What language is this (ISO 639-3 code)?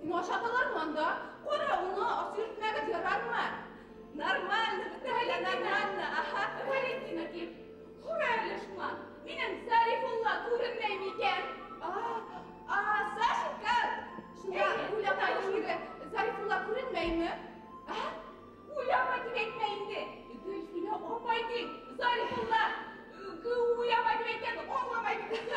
bak